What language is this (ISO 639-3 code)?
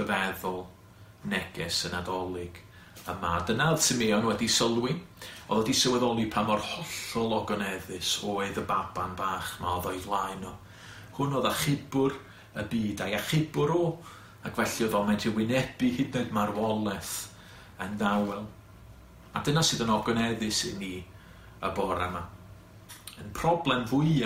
cym